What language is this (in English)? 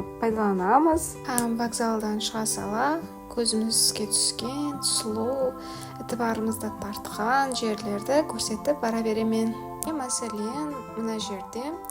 Kara-Kalpak